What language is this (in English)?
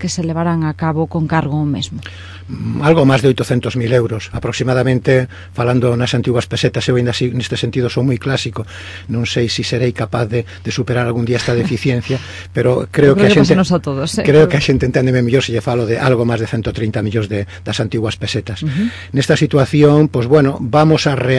Galician